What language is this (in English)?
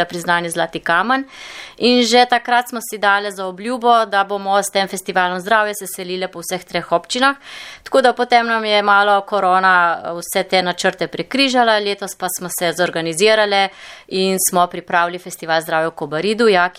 Slovenian